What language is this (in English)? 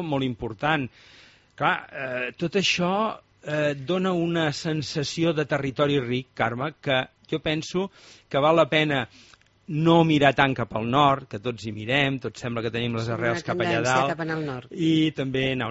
Catalan